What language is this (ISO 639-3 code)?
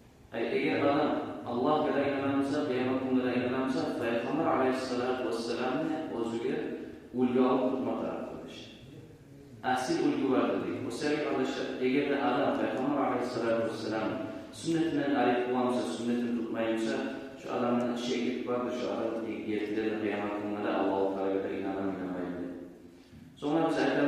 kum